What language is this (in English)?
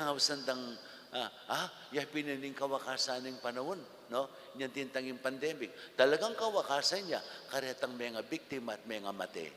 Pampanga